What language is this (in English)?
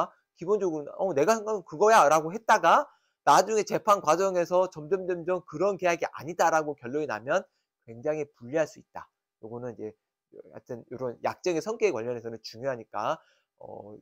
Korean